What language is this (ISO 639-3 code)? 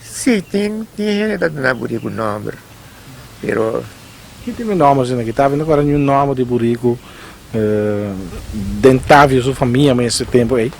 pap